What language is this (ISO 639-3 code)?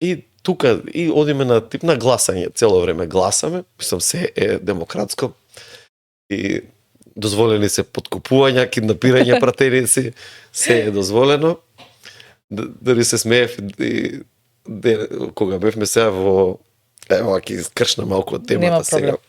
mkd